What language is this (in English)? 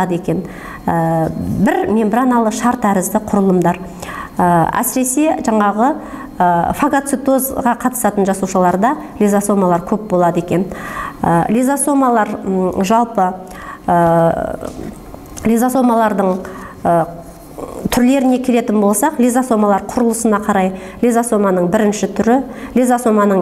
Kazakh